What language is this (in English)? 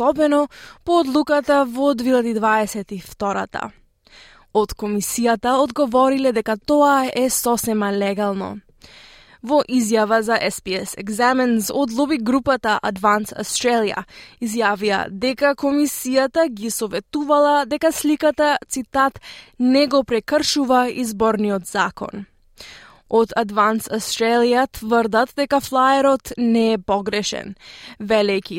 Macedonian